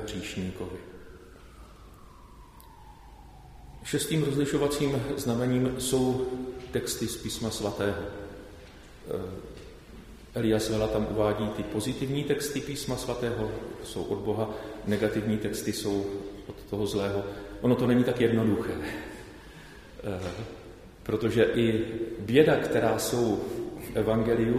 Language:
Czech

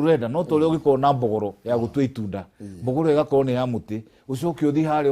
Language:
Kikuyu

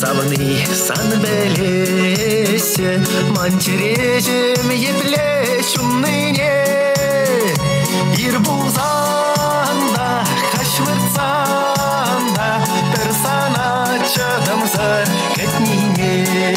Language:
Chuvash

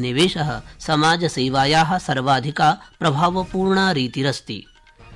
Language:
Sanskrit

